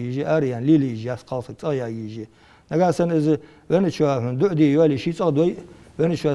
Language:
Ingush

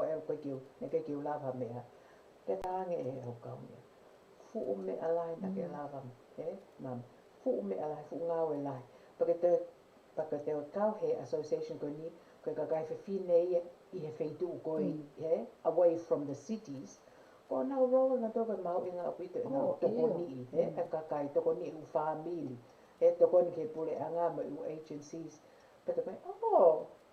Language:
Tongan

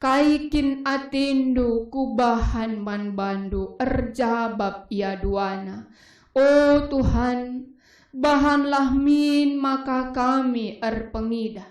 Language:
Batak Karo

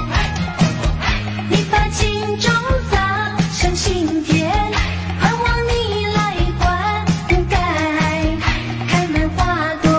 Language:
Chinese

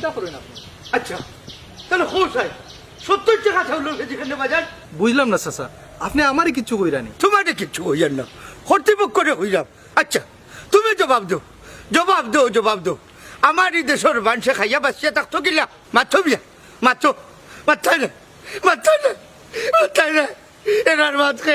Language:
Sylheti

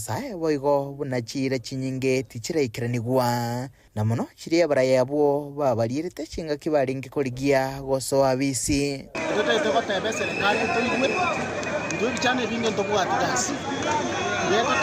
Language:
Gusii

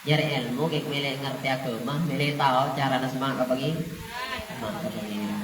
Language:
Madurese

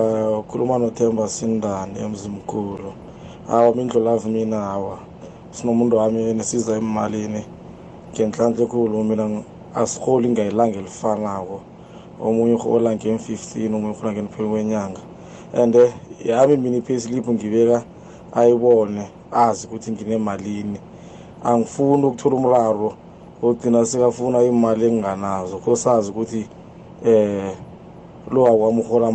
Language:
South Ndebele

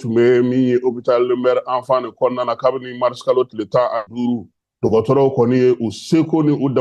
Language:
Bambara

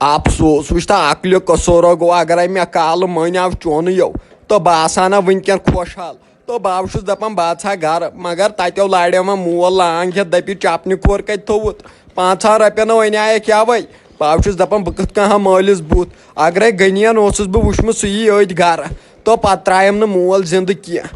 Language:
Kashmiri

